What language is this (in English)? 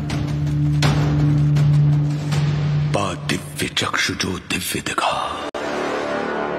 Hindi